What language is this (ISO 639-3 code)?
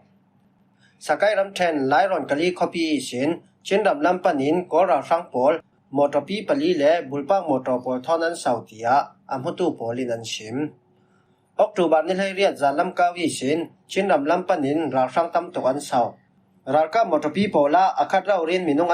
cfm